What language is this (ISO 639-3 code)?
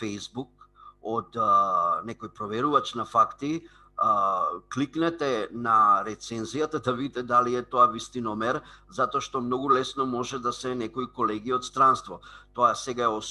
mkd